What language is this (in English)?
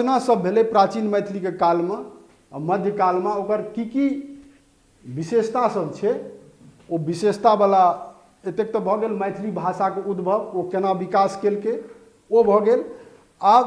Maithili